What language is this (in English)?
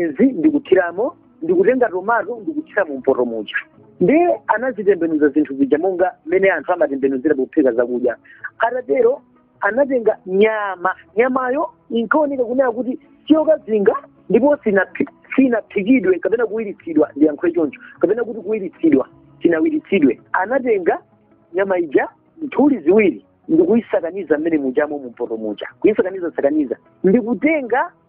Nyanja